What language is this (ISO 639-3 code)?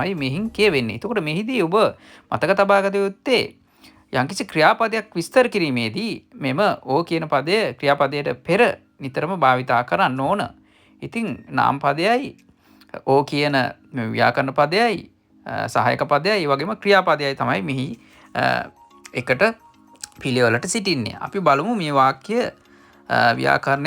sin